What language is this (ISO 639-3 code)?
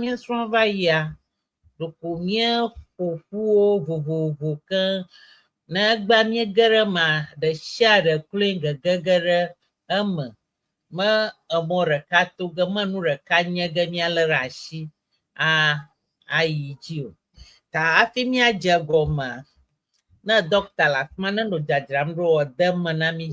ewe